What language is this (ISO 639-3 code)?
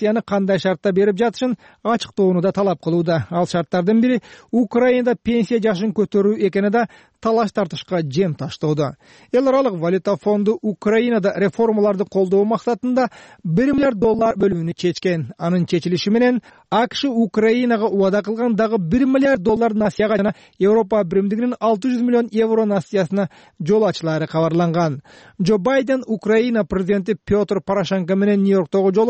kir